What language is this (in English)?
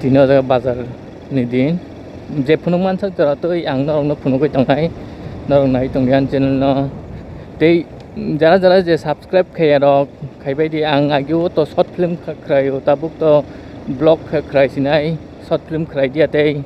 Kok Borok